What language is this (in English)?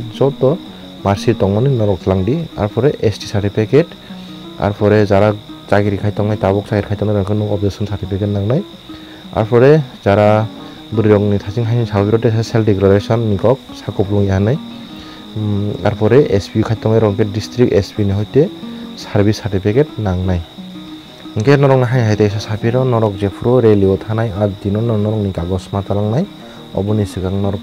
Kok Borok